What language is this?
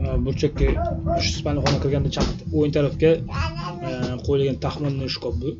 Uzbek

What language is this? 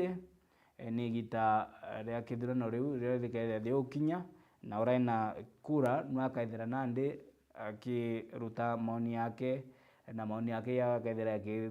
Meru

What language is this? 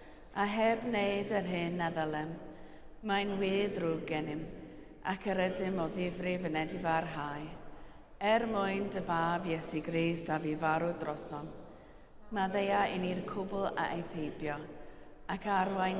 Welsh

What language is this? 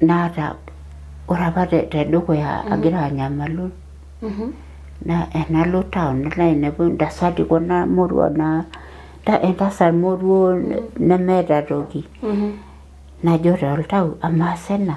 Masai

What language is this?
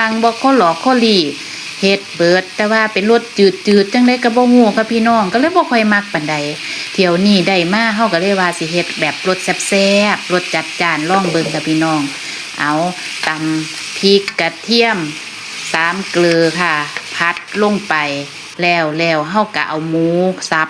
Northeastern Thai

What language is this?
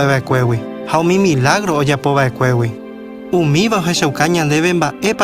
Guarani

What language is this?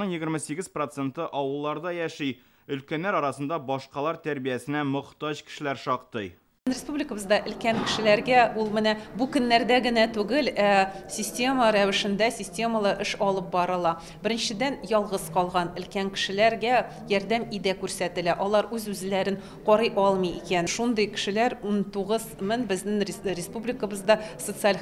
Tatar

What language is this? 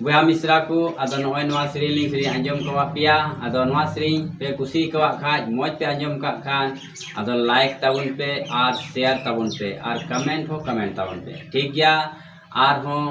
Santali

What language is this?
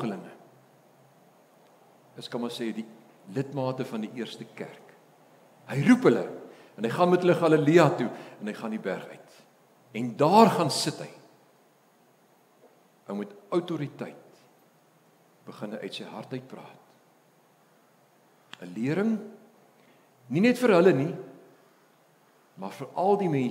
Afrikaans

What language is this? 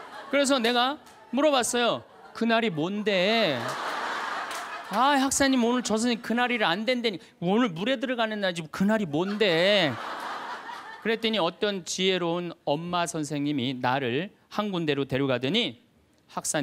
Korean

